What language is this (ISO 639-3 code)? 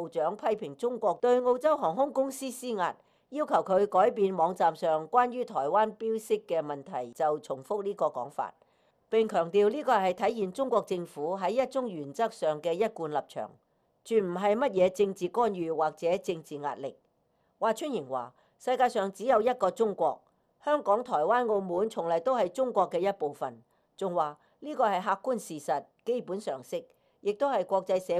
yue